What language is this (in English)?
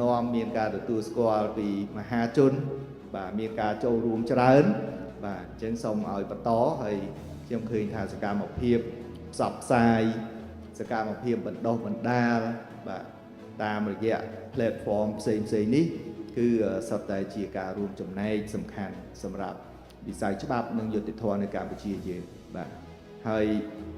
Khmer